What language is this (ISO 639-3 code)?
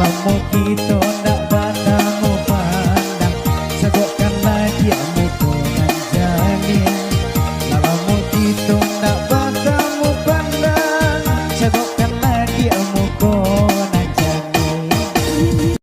min